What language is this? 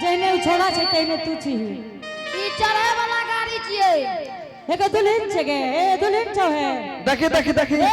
Angika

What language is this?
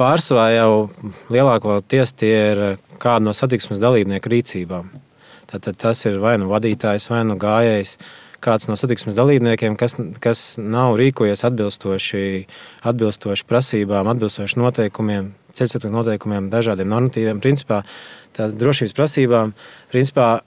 Latvian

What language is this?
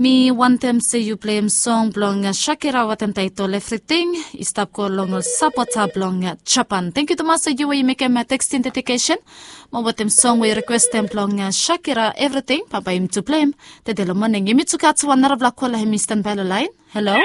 Bislama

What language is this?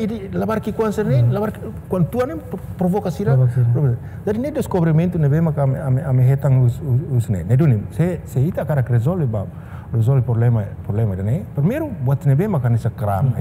Tetum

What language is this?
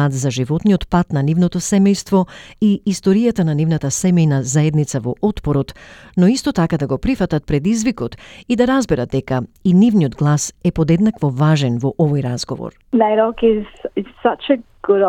Macedonian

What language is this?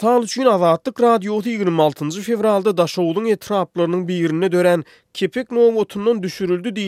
Turkmen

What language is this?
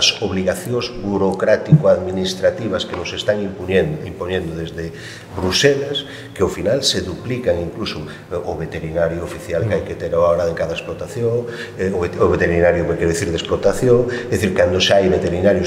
Galician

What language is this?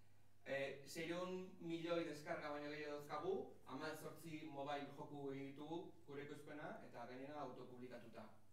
Basque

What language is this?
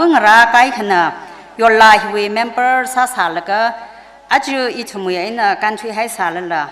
Tangkhul Naga (India)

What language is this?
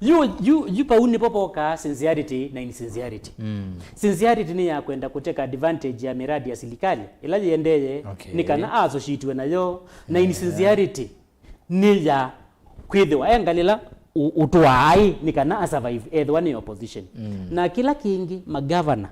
Kamba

